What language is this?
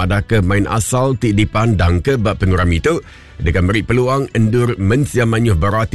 Iban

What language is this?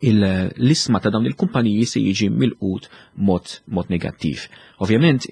Maltese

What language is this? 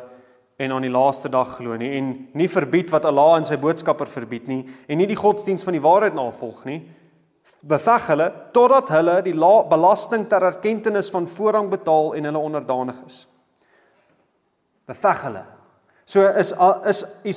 Afrikaans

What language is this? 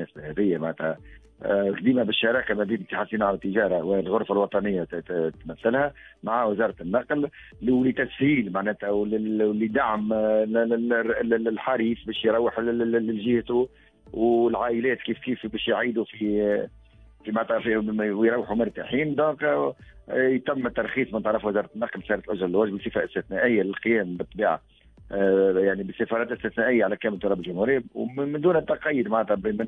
Tunisian Arabic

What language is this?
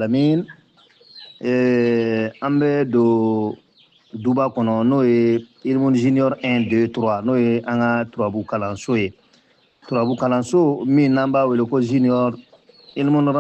Bambara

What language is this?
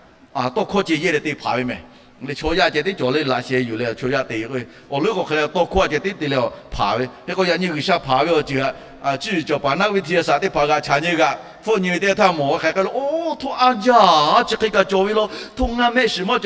Lahu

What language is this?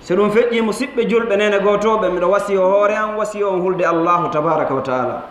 Fula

